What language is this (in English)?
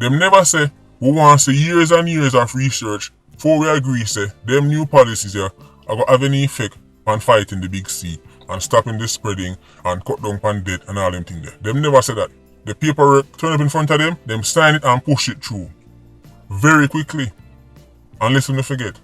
Jamaican Creole English